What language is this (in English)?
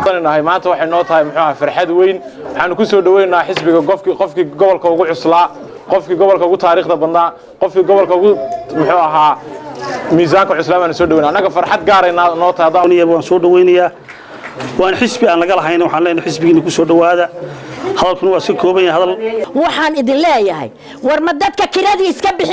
Somali